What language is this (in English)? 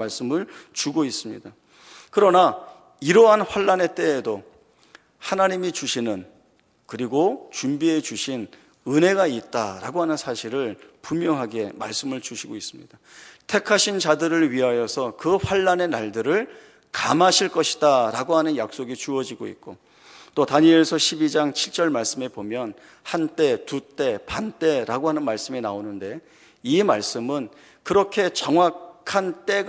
Korean